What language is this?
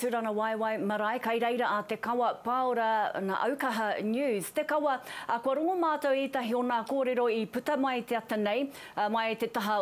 Māori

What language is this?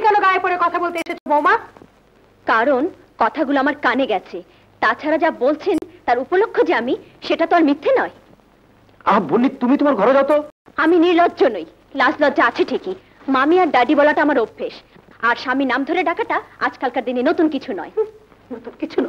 Bangla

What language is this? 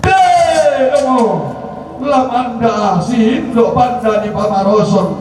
Toraja-Sa'dan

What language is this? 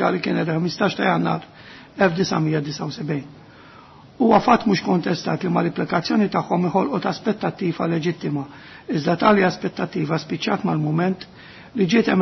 Maltese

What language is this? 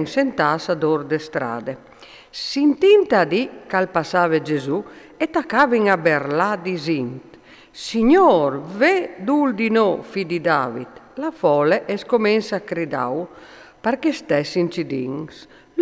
Friulian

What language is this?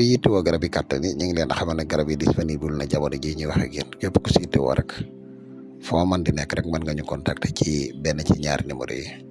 Wolof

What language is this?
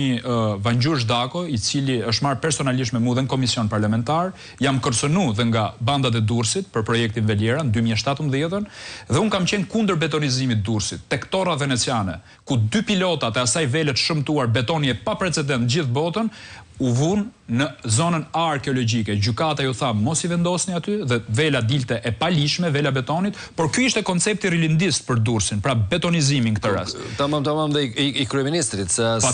Albanian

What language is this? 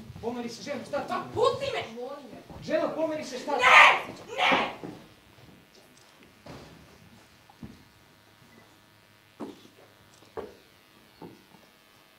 Serbian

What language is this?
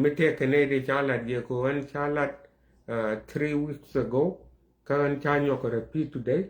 Nuer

